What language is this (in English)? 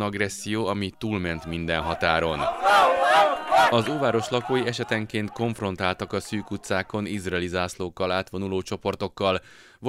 Hungarian